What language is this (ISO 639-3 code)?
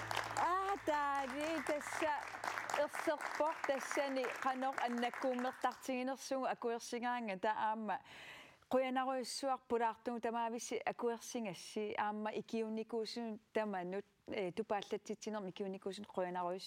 kal